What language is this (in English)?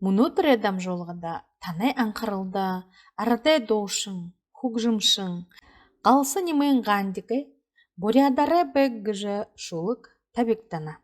Buriat